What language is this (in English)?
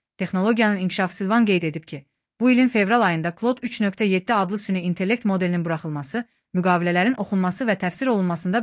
Azerbaijani